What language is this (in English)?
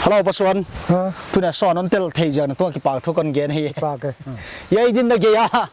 Paite Chin